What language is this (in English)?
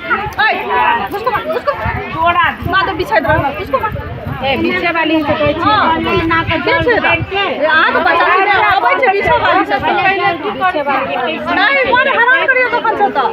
Maithili